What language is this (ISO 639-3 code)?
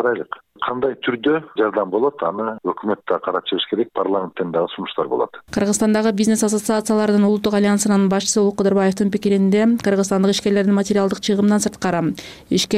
kir